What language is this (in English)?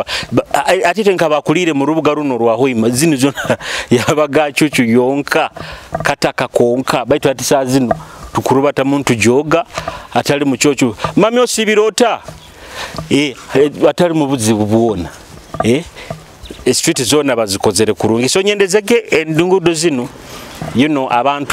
Nyoro